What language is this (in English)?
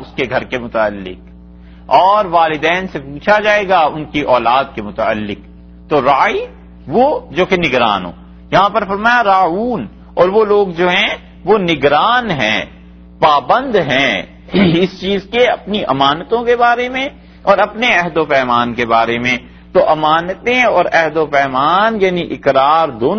Urdu